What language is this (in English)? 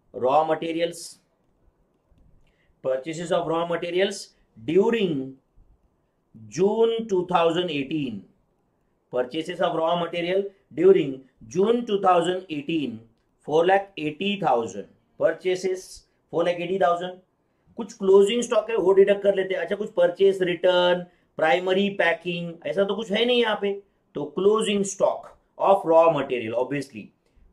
Hindi